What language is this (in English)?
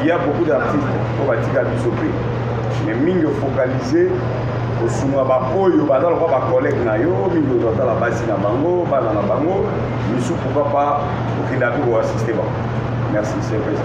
Lingala